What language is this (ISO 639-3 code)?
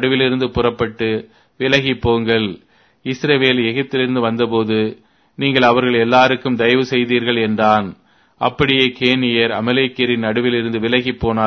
tam